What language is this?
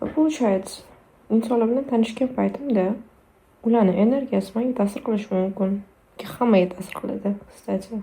Uzbek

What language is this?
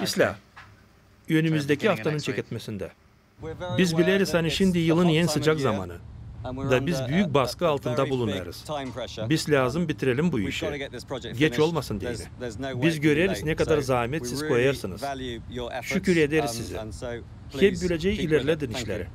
Gagauz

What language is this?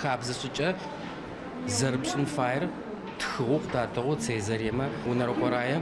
Adyghe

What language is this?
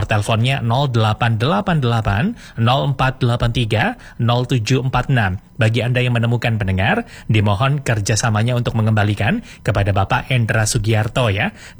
Indonesian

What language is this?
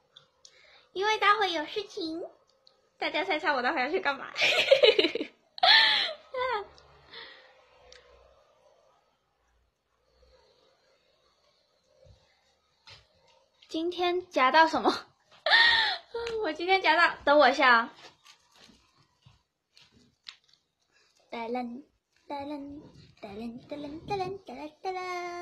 Chinese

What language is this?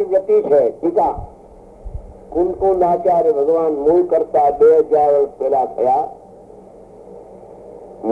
Gujarati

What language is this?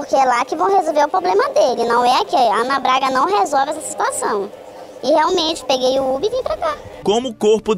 Portuguese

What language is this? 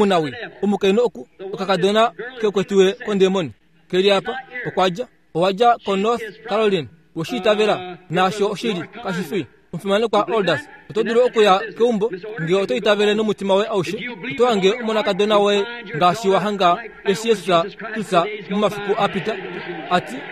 Kuanyama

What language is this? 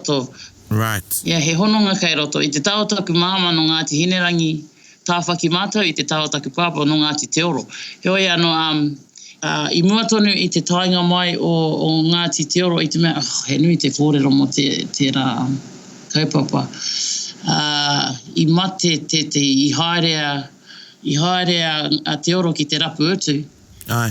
Māori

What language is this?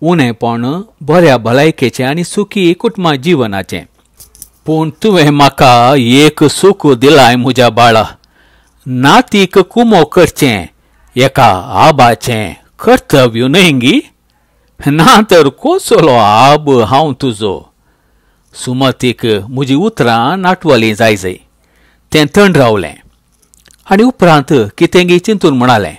Konkani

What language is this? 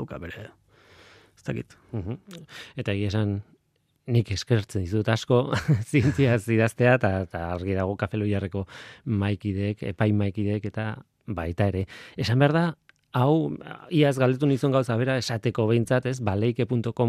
Basque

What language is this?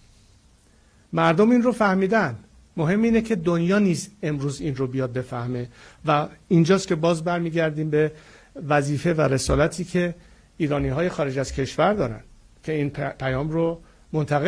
Persian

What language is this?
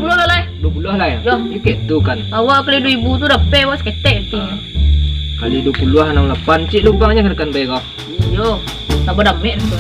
Minangkabau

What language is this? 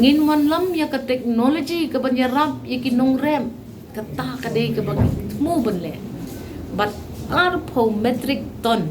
Khasi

